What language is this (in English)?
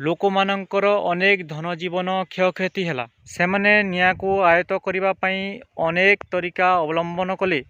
Odia